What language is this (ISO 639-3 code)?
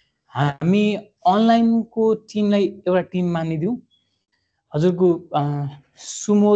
nep